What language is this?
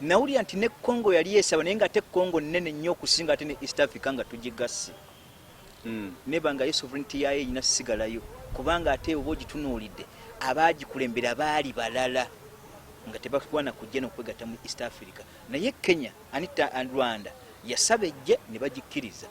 Ganda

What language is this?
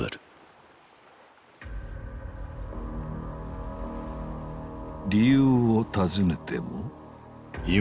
Japanese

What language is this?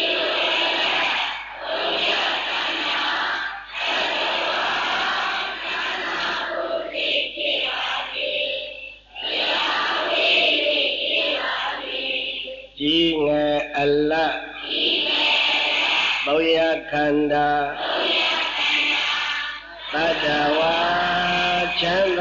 Burmese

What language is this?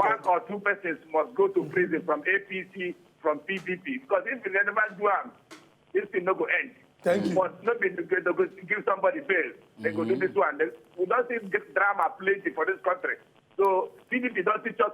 Nigerian Pidgin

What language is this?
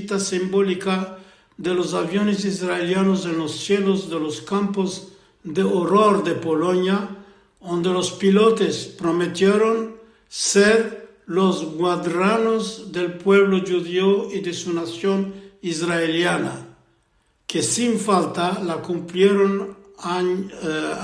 Ladino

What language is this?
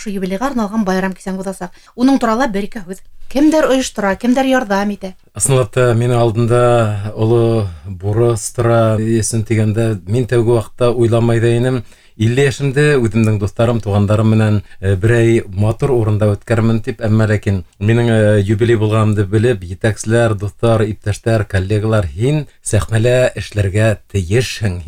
Bashkir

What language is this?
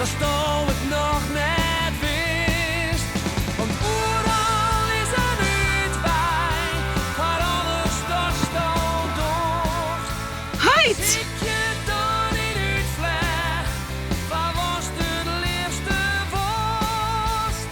Western Frisian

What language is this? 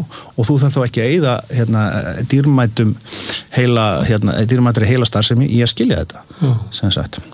Icelandic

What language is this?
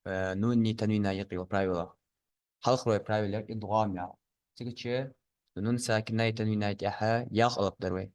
Ingush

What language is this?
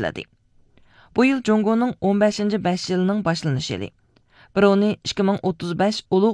Uyghur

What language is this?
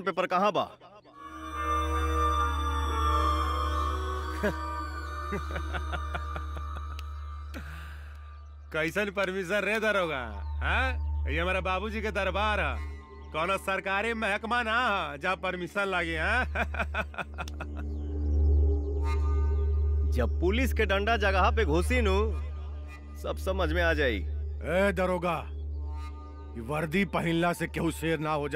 Bhojpuri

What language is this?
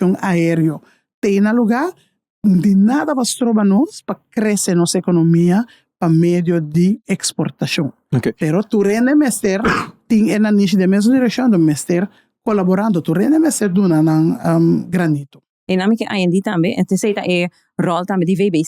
Papiamento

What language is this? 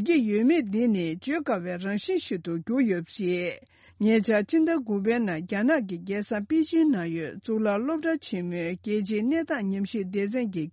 Tibetan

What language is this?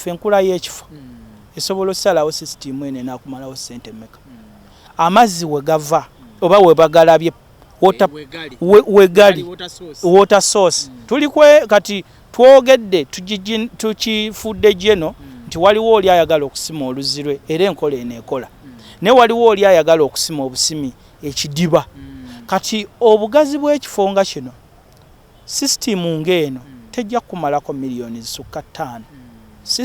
Ganda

